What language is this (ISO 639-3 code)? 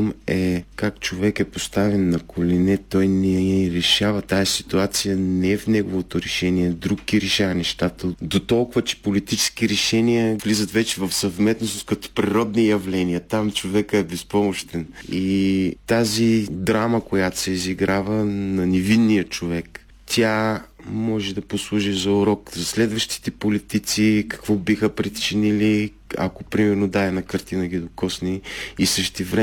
bul